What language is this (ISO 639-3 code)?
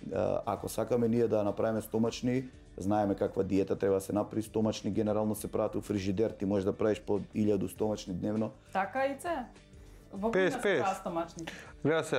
mkd